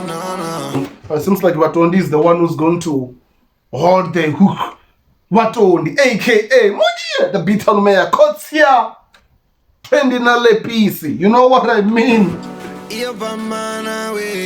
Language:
Venda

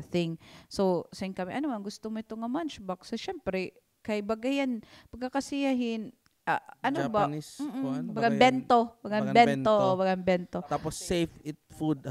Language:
Waray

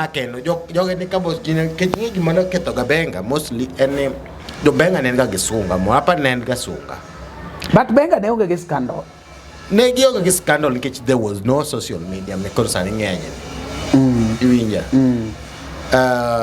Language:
Luo (Kenya and Tanzania)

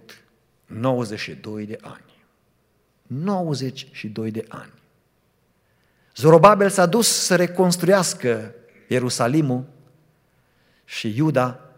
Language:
Romanian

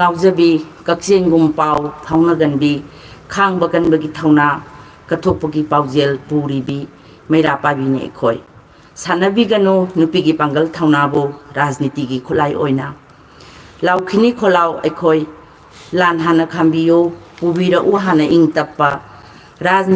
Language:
Manipuri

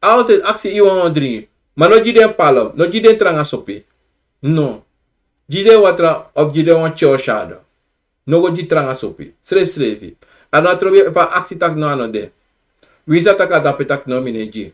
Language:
Sranan Tongo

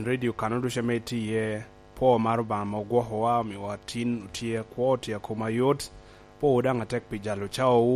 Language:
Lango (Uganda)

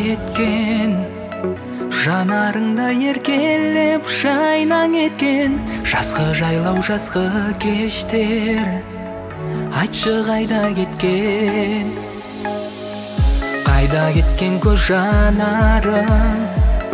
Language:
Kazakh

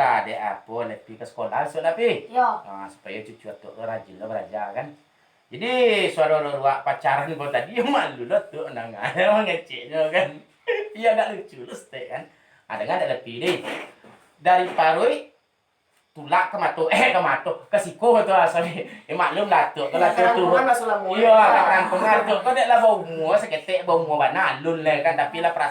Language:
Minangkabau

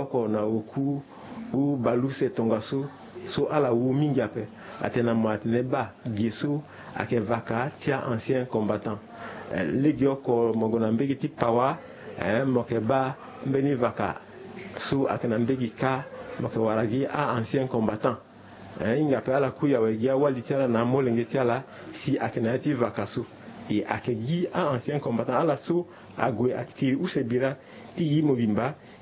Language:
Sango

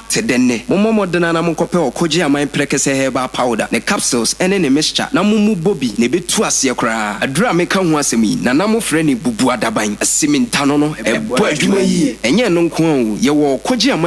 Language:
Akan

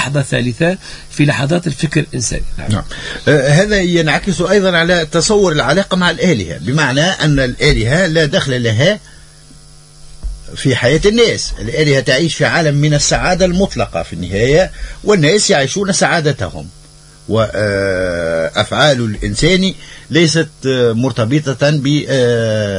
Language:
Tunisian Arabic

